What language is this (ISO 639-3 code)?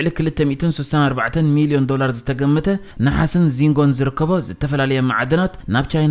tir